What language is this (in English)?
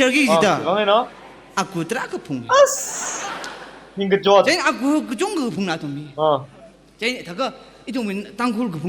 Tangkhul Naga (India)